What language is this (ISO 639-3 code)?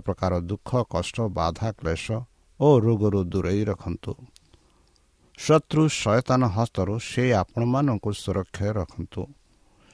ori